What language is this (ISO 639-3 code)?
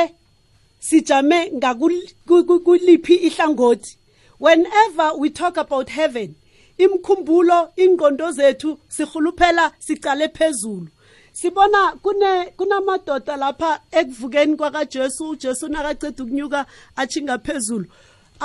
nbl